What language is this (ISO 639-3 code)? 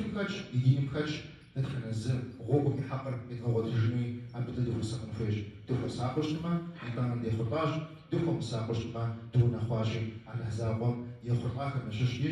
kbd